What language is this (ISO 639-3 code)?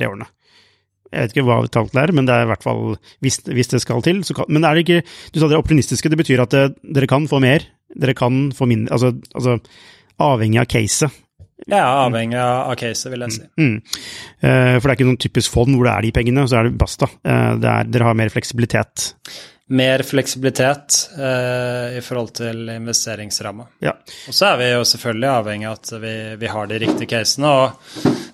nor